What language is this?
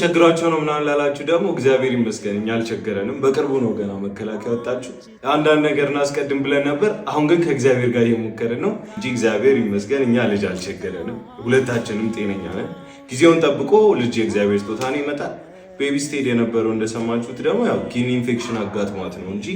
Amharic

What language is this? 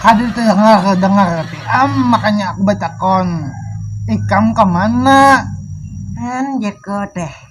Banjar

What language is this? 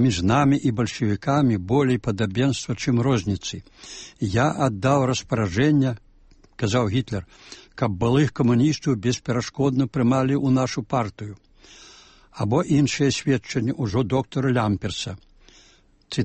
Belarusian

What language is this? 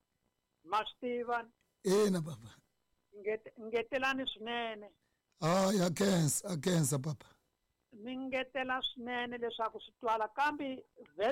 Tsonga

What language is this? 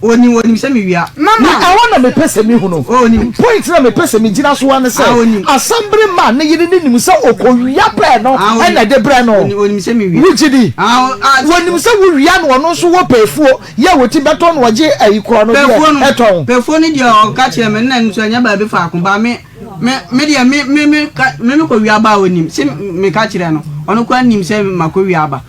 Akan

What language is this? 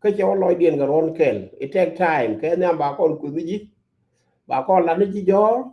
Nuer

